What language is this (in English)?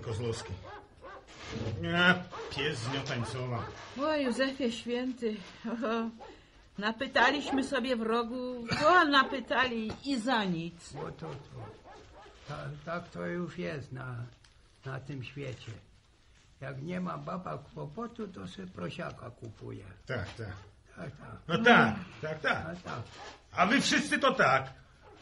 Polish